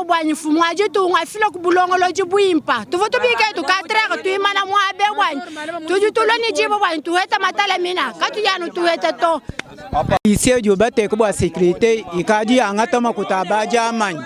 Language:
Luba-Lulua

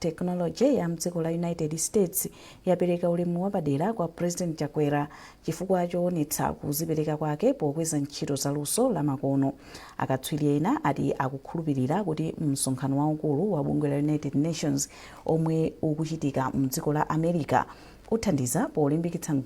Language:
Nyanja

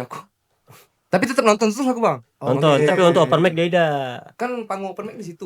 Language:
Musi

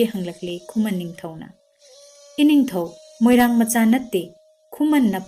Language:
Manipuri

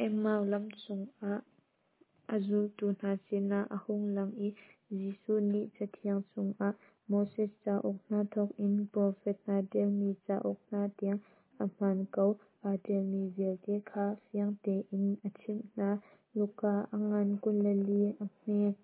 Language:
Hakha Chin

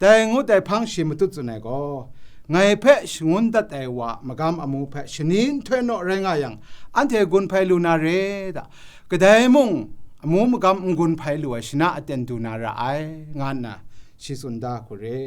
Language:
Kachin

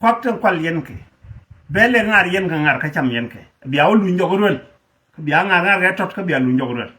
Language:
Nuer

